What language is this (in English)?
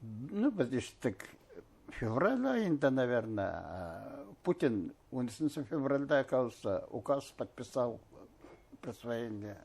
Bashkir